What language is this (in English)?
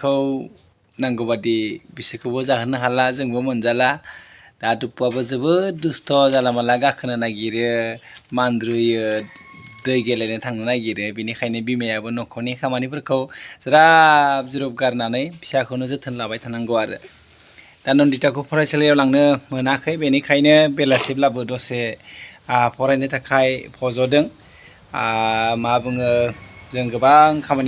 Bodo